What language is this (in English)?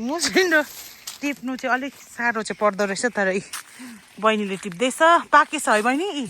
Nepali